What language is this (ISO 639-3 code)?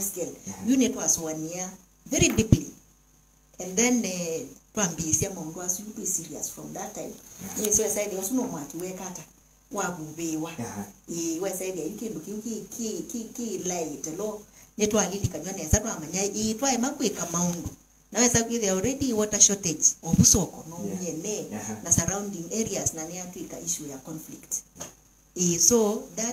kam